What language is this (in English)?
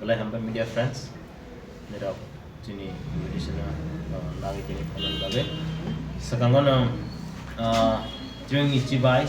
Kok Borok